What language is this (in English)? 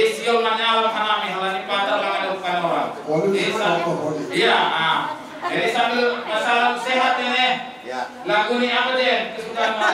Batak Simalungun